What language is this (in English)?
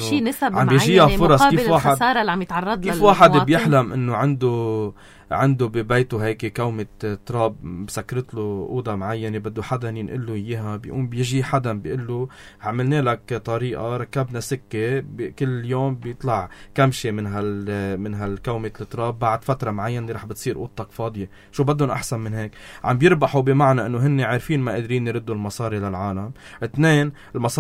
North Levantine Arabic